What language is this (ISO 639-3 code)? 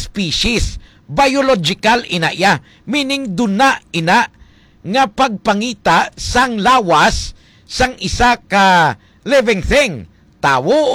hil